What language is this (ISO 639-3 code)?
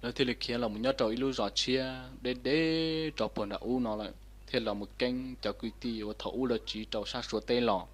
hmn